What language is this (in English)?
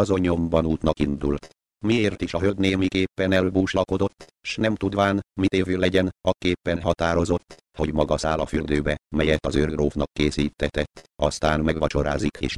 Hungarian